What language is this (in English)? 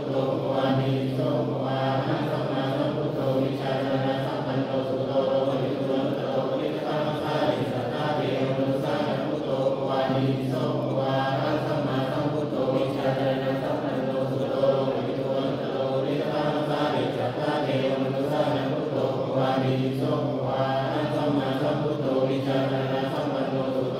Pali